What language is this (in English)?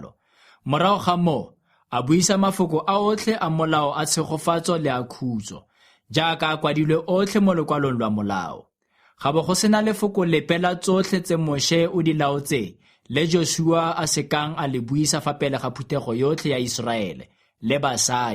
Tswana